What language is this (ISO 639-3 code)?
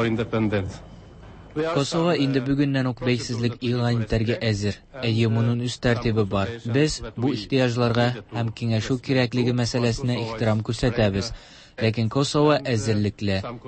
tat